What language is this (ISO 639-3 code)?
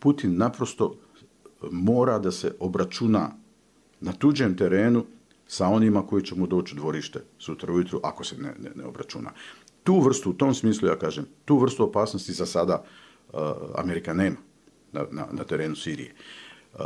bos